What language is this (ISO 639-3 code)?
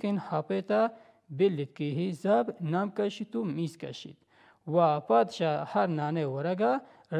bal